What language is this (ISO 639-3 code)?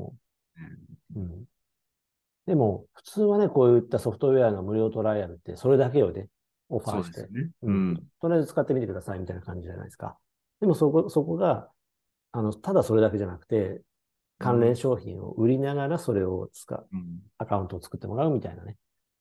jpn